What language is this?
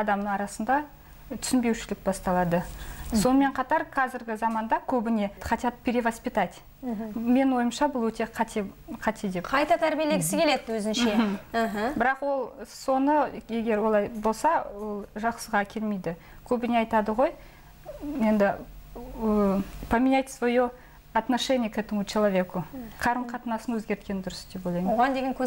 Kazakh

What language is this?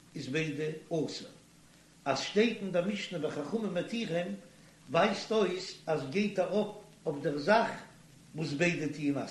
Yiddish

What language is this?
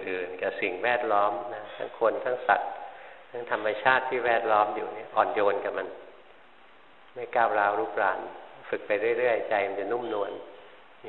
Thai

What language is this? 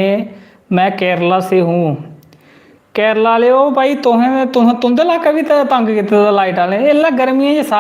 Dogri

